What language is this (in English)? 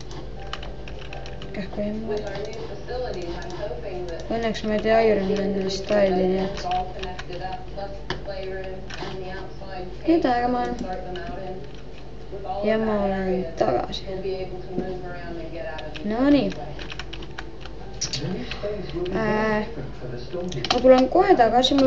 Estonian